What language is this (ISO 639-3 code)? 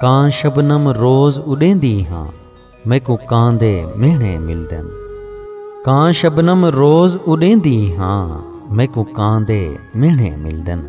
skr